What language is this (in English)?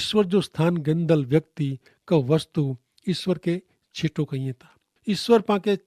Kachhi